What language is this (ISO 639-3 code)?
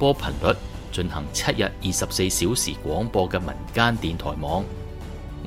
yue